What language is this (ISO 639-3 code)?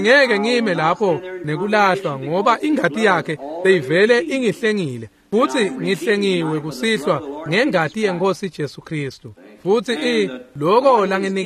ssw